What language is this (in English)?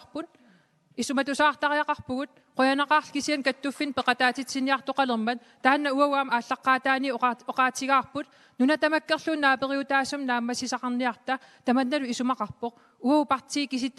Kalaallisut